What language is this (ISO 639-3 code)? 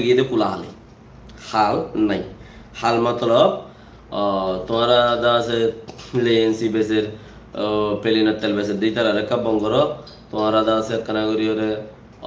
rhg